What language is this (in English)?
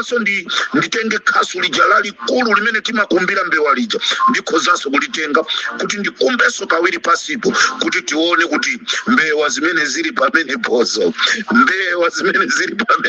Nyanja